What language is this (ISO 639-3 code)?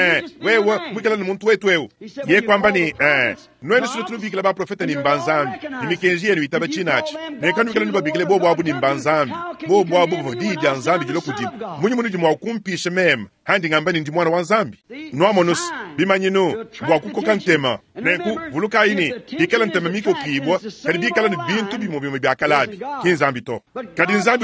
lua